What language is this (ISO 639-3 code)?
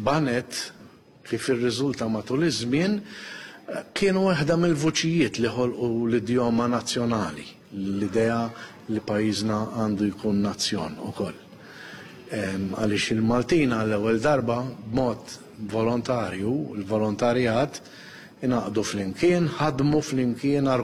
mlt